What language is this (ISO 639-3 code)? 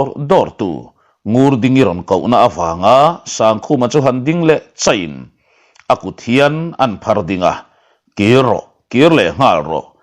lus